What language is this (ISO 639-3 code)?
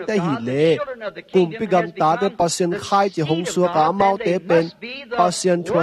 ctd